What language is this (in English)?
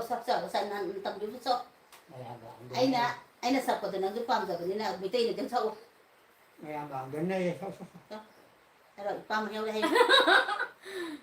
Manipuri